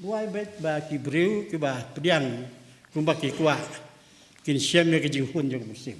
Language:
Khasi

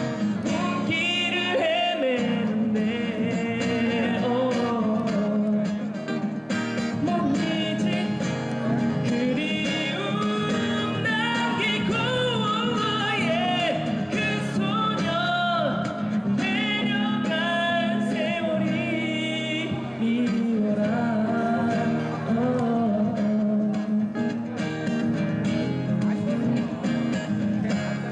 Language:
Korean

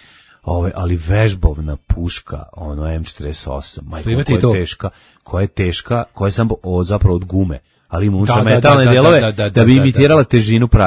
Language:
Serbian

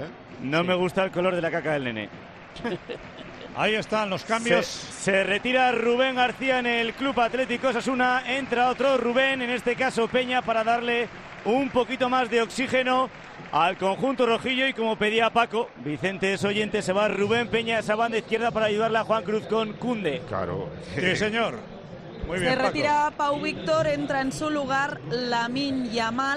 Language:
Spanish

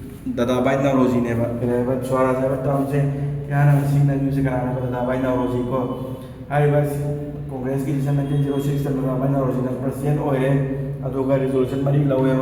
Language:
Manipuri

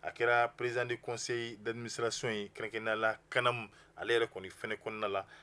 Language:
Bambara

